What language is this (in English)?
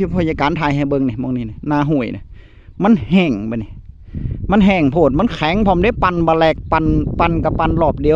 Northeastern Thai